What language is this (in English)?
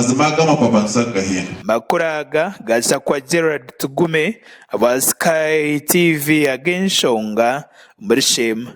Nyankole